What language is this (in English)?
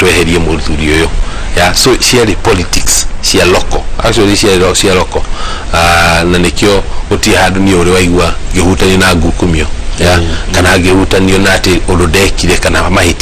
Kikuyu